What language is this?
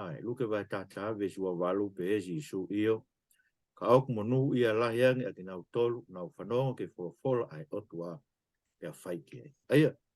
Tongan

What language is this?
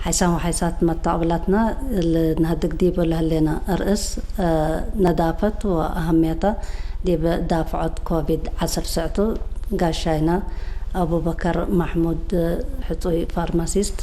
Tigre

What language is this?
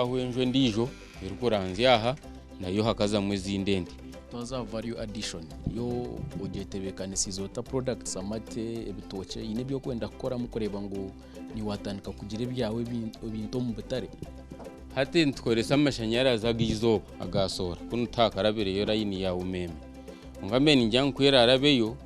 Nyankole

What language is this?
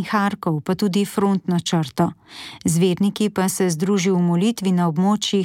Slovenian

